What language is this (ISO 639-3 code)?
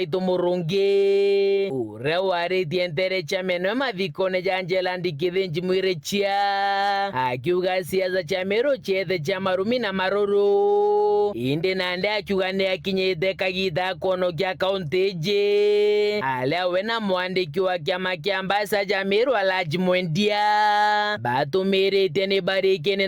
mer